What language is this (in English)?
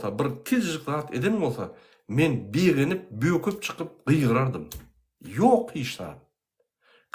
Turkmen